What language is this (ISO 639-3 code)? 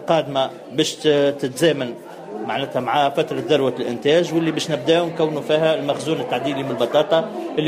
aeb